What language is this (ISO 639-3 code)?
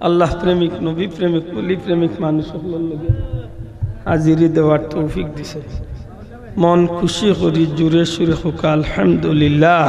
syl